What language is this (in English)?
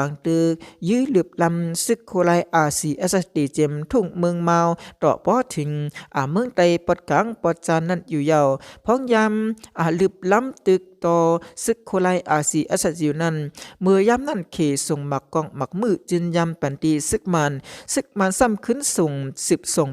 Shan